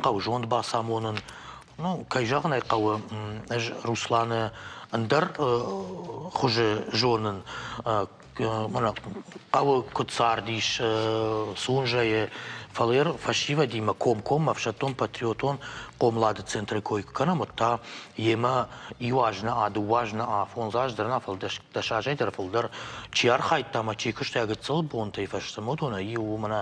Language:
Ossetic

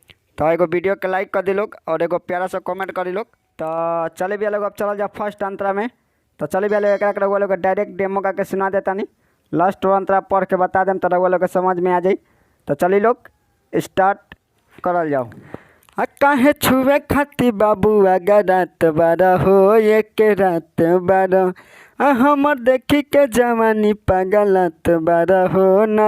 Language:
Bhojpuri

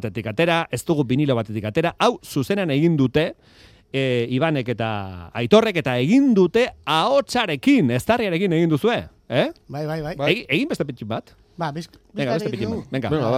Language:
Basque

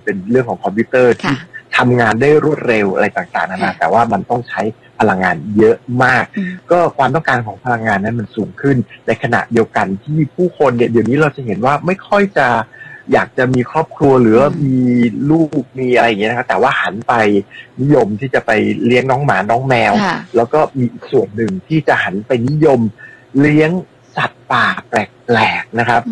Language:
Thai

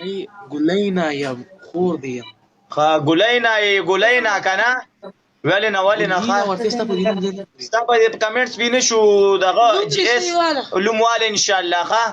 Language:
Pashto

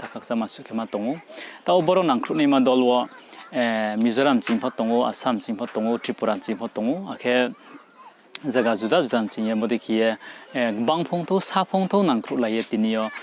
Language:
Riang (India)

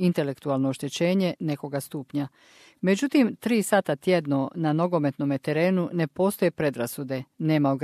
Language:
Croatian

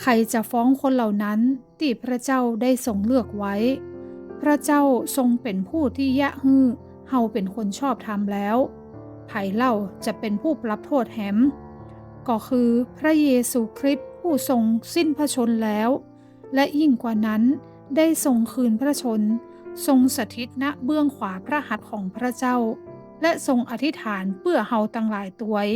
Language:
Northern Thai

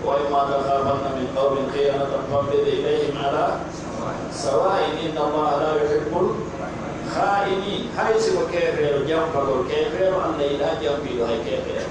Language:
Pular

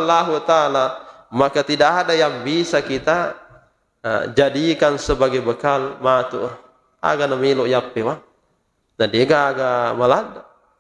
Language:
Buginese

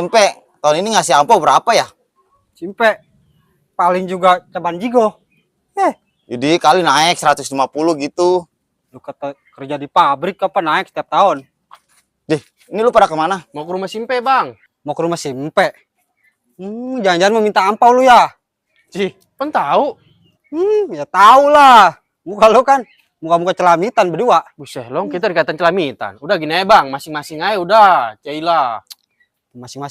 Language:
Betawi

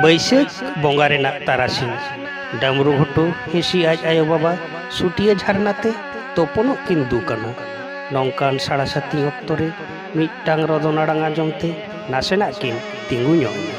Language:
Santali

